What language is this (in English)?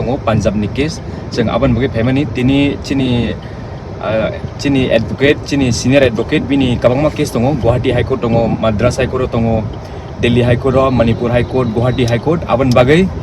Kok Borok